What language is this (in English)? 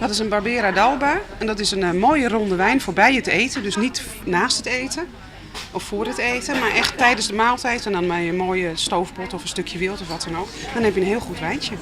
Western Frisian